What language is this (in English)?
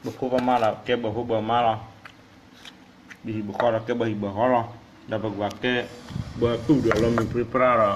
S'gaw Karen